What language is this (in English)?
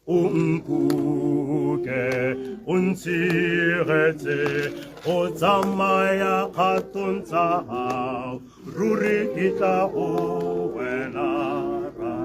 Tswana